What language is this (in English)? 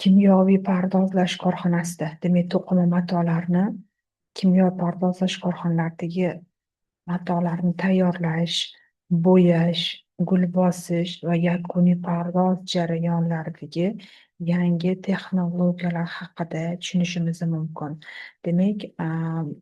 Uzbek